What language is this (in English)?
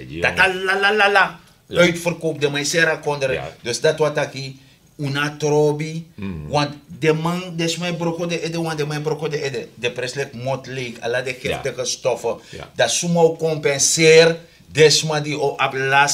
Sranan Tongo